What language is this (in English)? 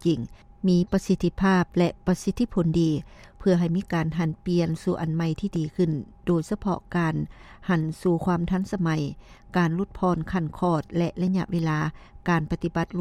Lao